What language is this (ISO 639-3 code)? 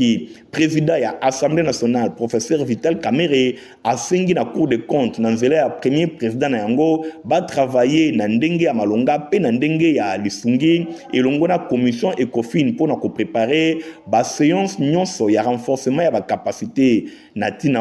lin